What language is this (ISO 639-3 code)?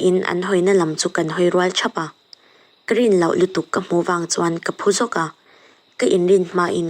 lus